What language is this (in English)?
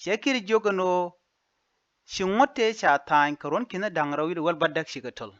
Nuer